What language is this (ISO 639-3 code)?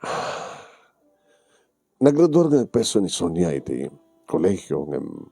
ilo